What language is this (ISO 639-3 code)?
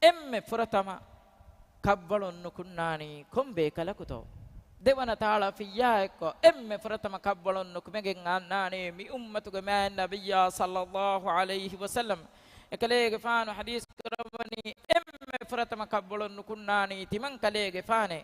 div